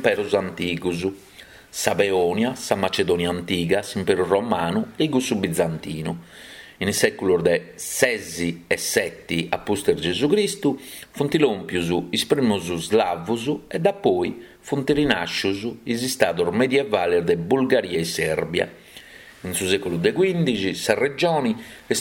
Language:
Sardinian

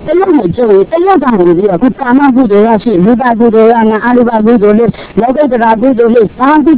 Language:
Burmese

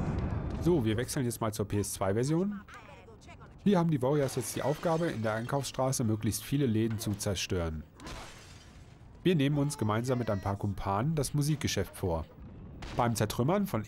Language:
German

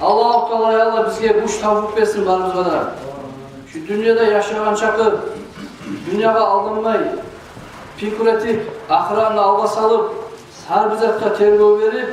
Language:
Kumyk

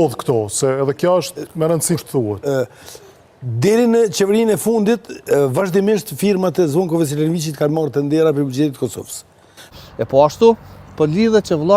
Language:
Albanian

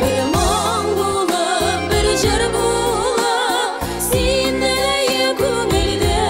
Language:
Tatar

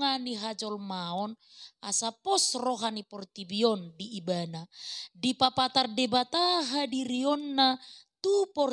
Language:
Batak Toba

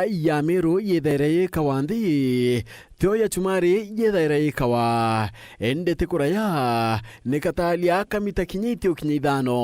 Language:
Meru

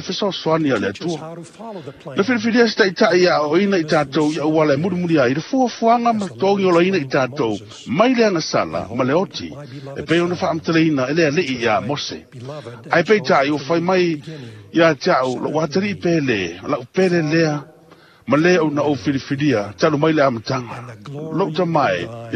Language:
Samoan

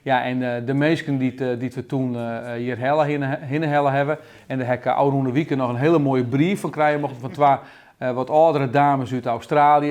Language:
Western Frisian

